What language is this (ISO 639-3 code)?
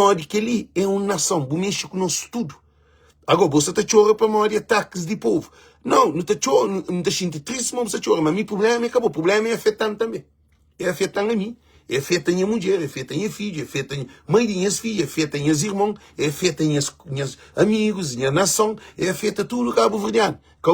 kea